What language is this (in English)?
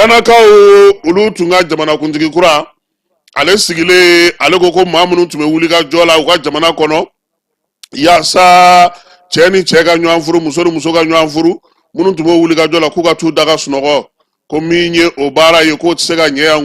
Bambara